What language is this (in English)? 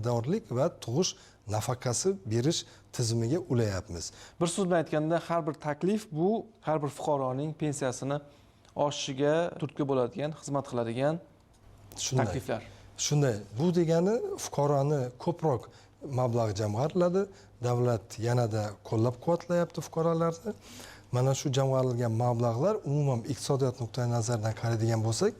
Uzbek